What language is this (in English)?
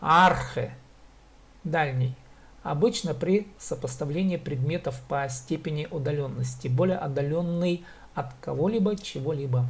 Khakas